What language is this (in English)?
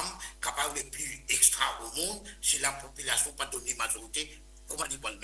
Morisyen